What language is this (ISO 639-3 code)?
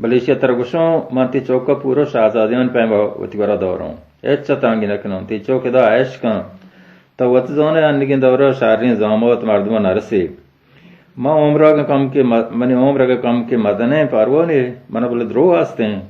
bal